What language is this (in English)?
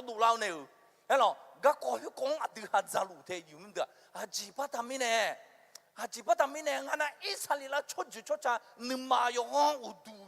Akha